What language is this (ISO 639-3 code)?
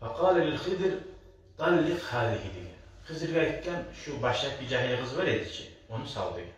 kum